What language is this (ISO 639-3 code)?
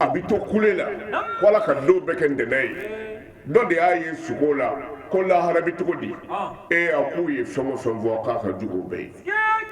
bam